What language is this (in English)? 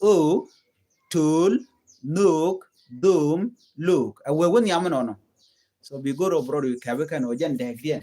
Nuer